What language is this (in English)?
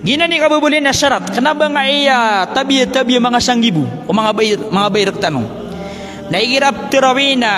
Maranao